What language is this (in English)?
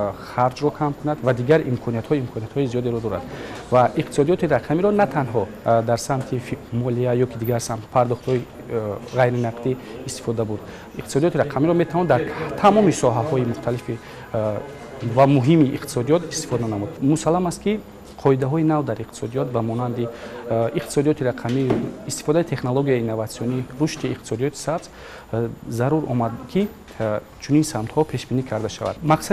Tajik